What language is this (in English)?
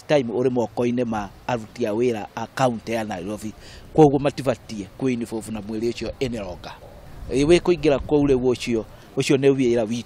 Kikuyu